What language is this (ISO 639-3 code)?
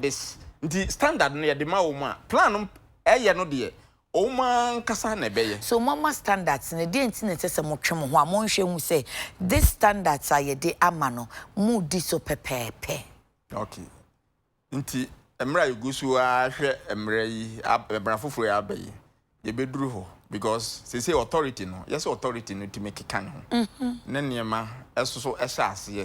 aka